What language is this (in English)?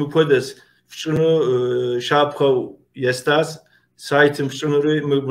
Kabardian